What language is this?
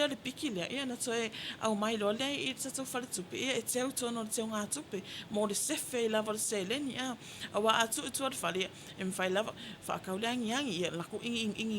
Samoan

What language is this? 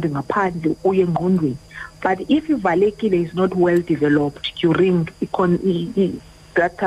Xhosa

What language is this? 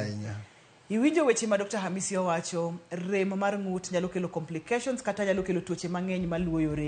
Luo (Kenya and Tanzania)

